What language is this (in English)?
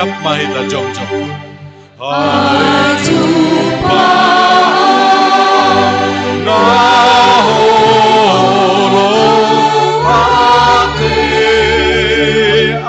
Batak Simalungun